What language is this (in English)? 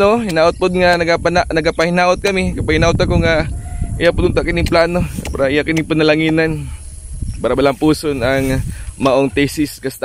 Cebuano